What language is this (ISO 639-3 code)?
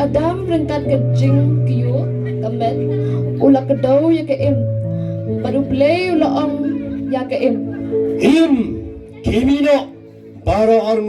kha